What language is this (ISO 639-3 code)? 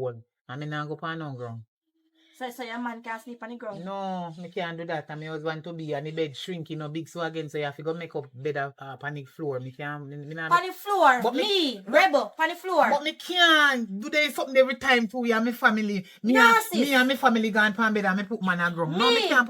jam